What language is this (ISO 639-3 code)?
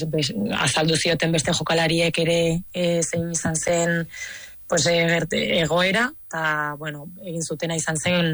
eus